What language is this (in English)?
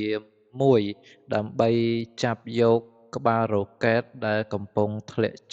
Khmer